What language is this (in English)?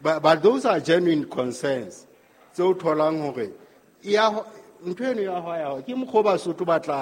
Southern Sotho